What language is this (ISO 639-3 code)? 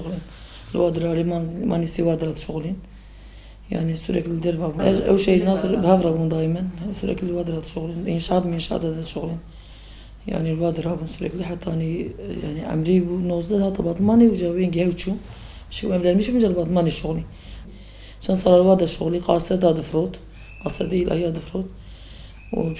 kur